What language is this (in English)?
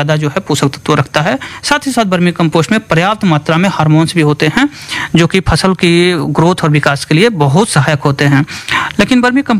Hindi